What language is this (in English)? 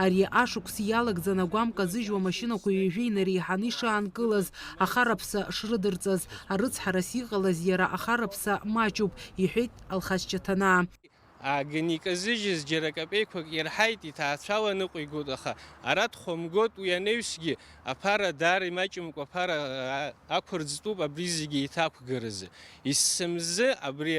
Abkhazian